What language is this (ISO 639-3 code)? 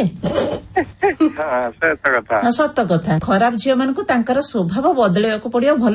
ori